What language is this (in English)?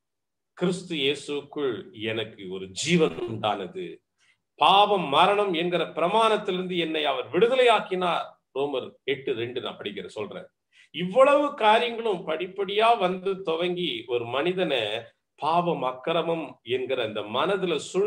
Tamil